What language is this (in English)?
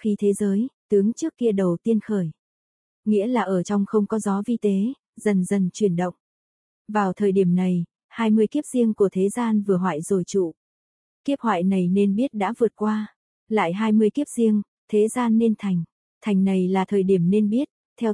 Vietnamese